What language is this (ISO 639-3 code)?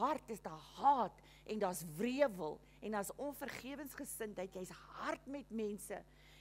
afr